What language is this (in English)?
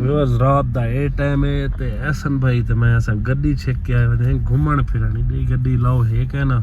Saraiki